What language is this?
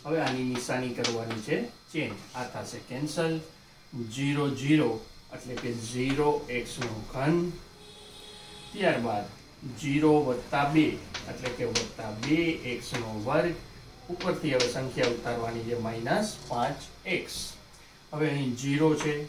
Gujarati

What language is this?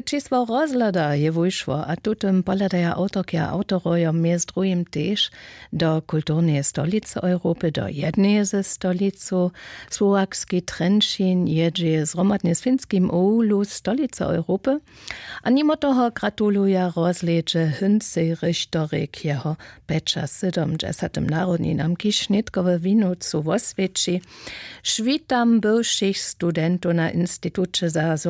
Upper Sorbian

